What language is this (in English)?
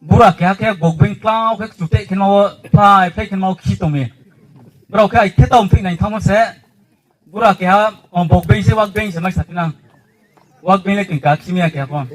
Riang (India)